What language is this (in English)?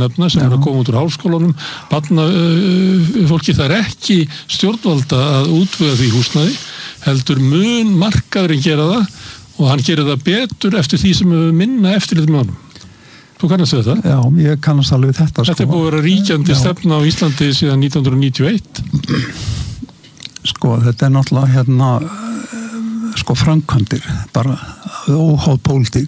Icelandic